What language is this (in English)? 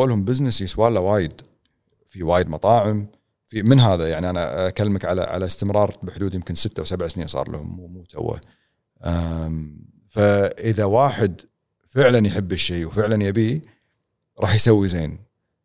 Gulf Arabic